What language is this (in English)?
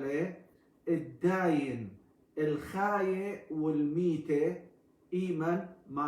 Assyrian Neo-Aramaic